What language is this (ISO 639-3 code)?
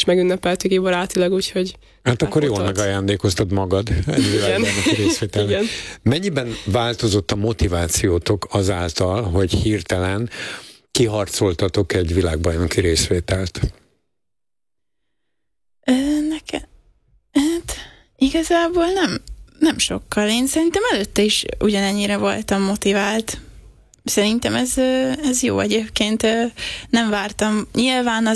hun